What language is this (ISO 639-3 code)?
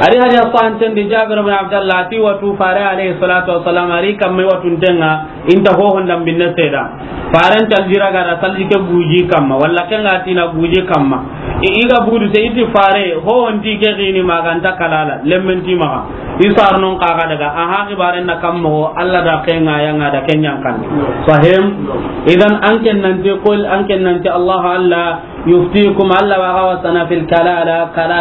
snk